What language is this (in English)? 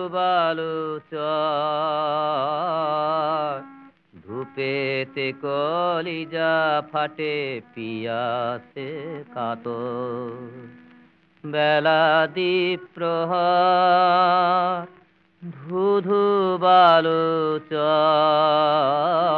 Bangla